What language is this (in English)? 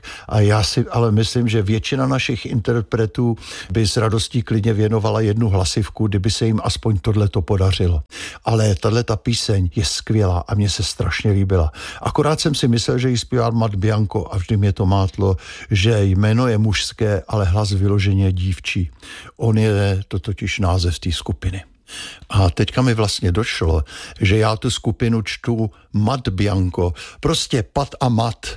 Czech